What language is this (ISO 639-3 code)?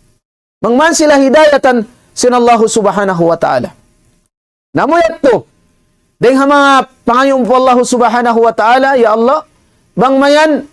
tsg